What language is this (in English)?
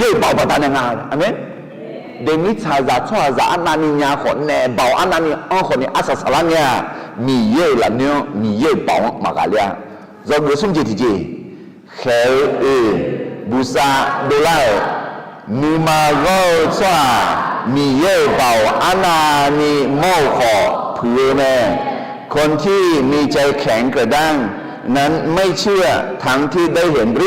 Akha